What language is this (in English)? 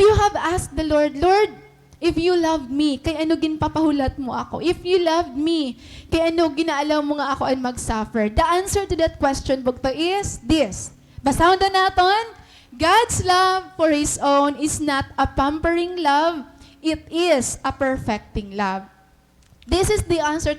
Waray